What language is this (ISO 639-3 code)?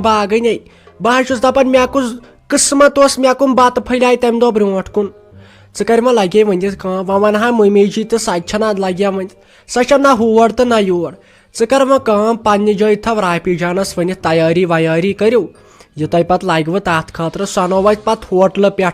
kas